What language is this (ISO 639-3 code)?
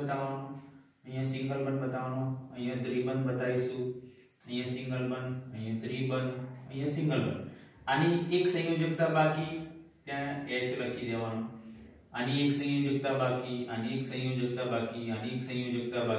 guj